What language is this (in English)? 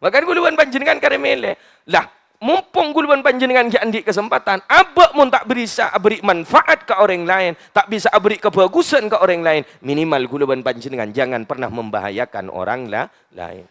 Madurese